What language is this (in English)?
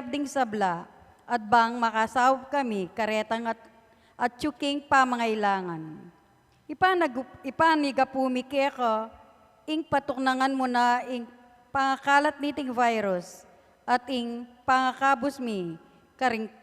Pampanga